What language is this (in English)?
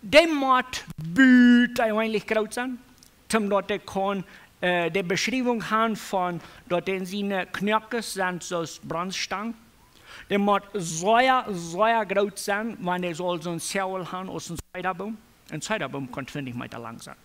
Plautdietsch